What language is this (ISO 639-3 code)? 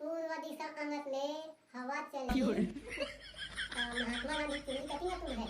hne